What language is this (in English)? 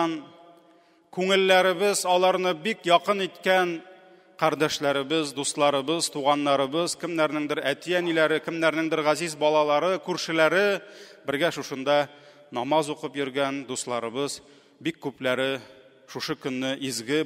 Tatar